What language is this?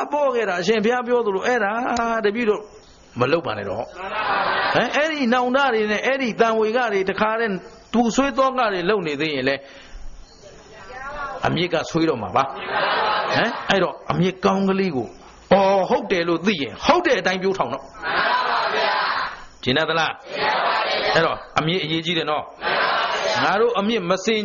Burmese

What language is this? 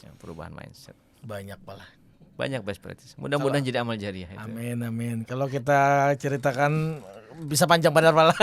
Banjar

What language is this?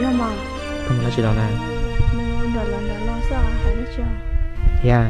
Hmong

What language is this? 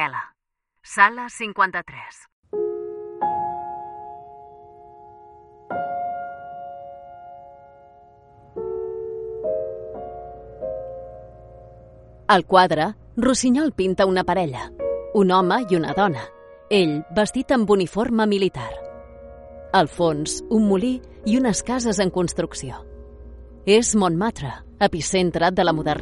Catalan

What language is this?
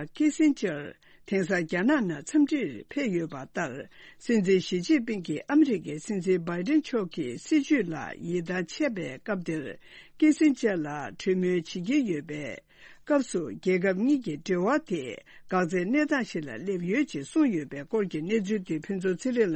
Tibetan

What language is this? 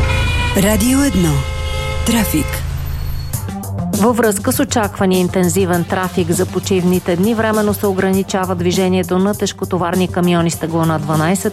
Bulgarian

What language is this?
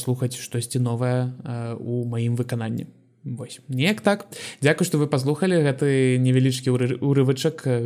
Belarusian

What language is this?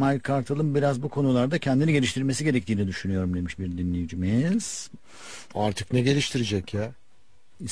Turkish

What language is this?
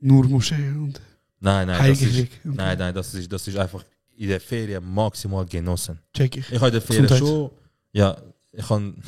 Swiss German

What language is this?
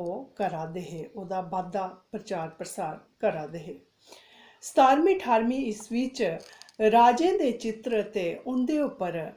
Dogri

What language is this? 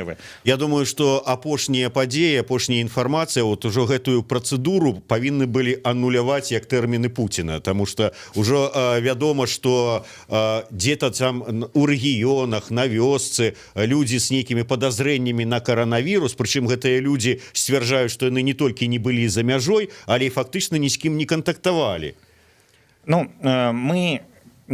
Belarusian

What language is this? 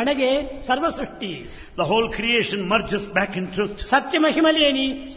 Telugu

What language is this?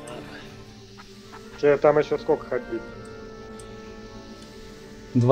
Russian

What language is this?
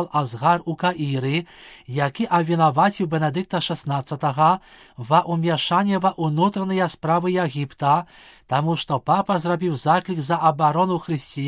Belarusian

